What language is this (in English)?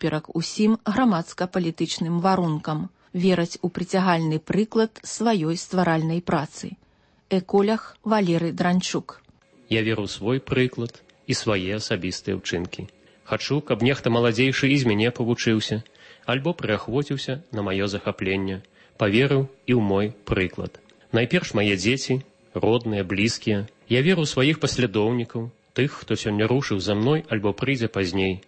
Belarusian